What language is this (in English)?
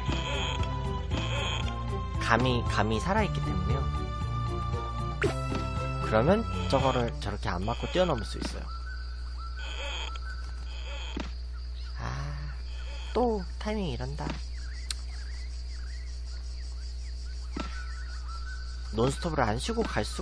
Korean